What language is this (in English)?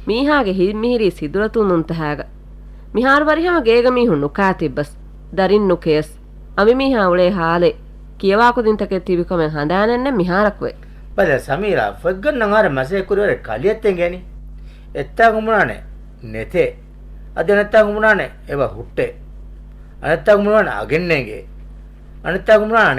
Divehi